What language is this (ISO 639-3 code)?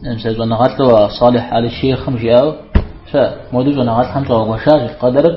kbd